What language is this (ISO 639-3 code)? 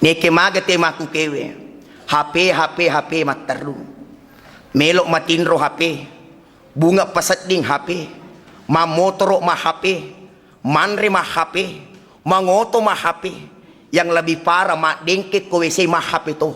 bug